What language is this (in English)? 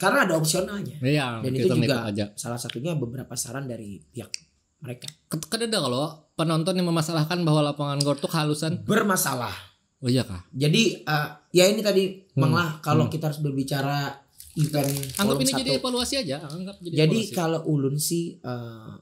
Banjar